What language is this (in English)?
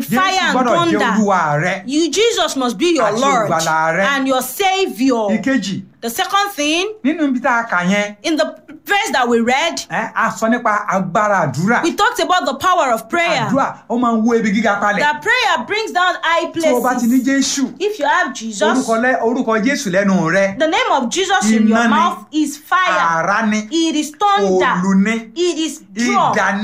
Yoruba